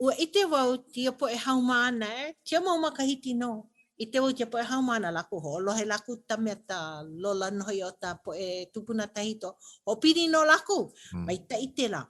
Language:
Hawaiian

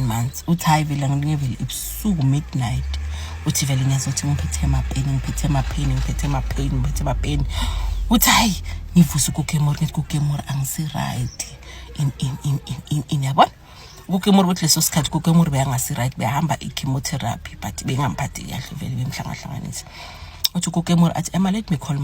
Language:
Zulu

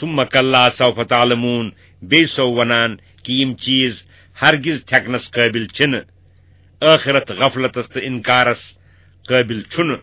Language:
Kashmiri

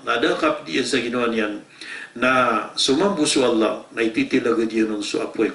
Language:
Maranao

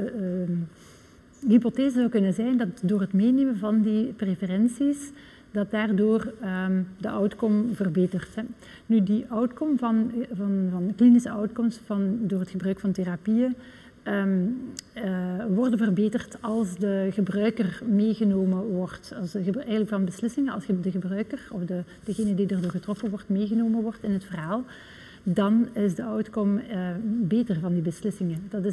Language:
Dutch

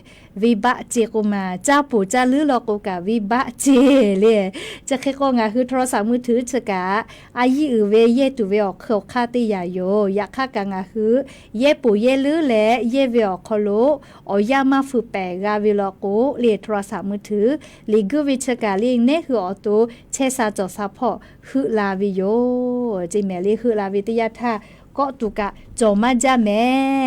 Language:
Lahu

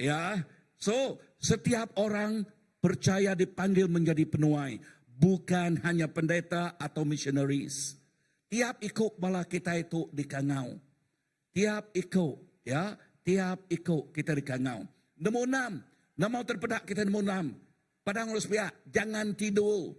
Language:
Iban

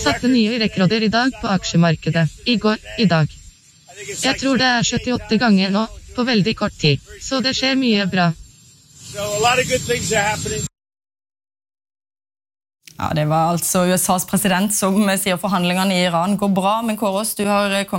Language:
Norwegian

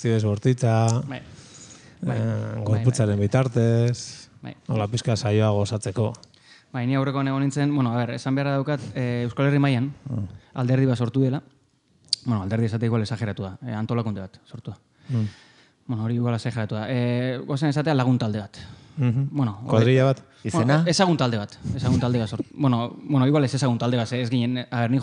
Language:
Basque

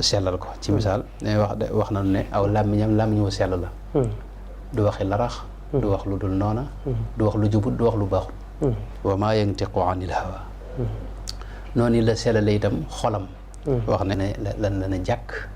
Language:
Wolof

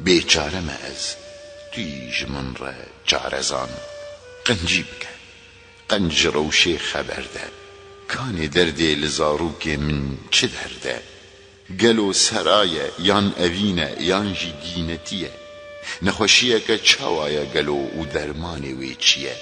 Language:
Kurdish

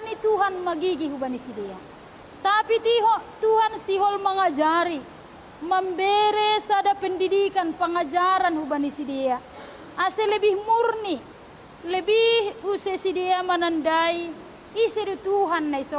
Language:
Batak Simalungun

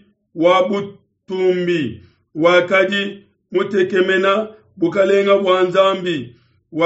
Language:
Luba-Lulua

